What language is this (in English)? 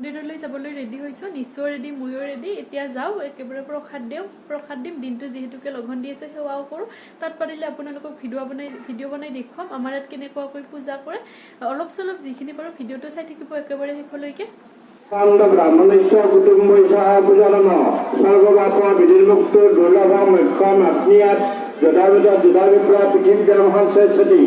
Assamese